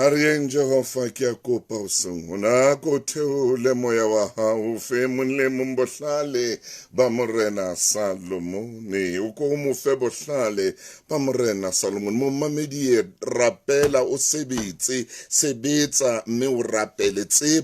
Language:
Southern Sotho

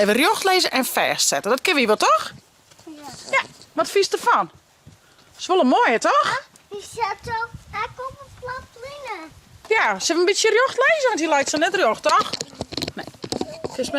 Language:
Western Frisian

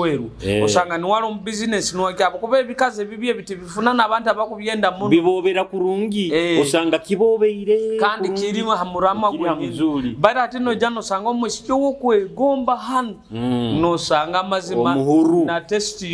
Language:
Nyoro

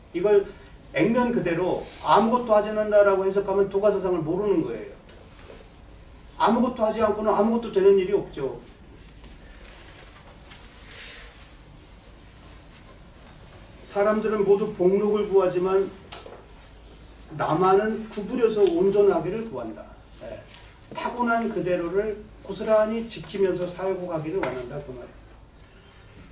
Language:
Korean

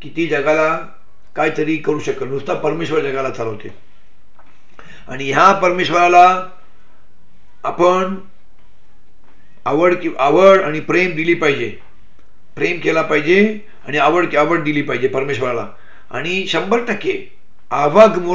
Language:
Marathi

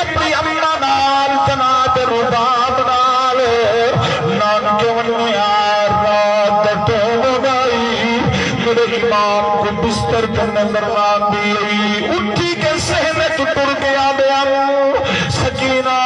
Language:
Saraiki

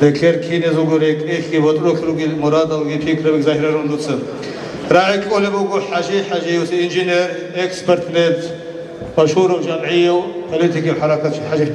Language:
Avaric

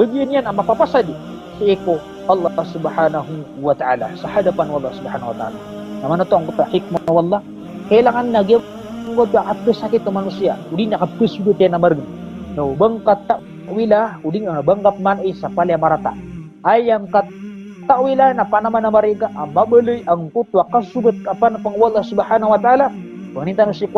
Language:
Maranao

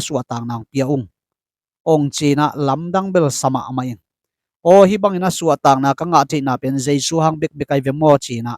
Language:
Tedim Chin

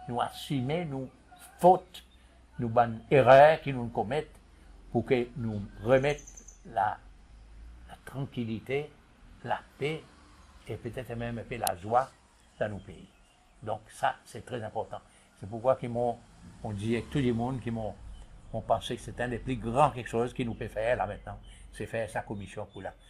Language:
Seselwa Creole French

